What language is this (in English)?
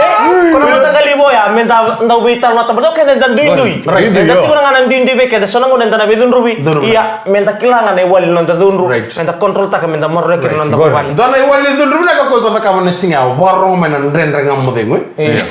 Fijian